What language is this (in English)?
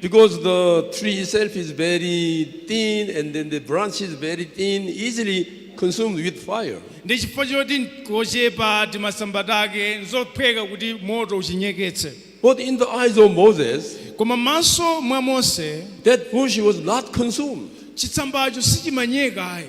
Nyanja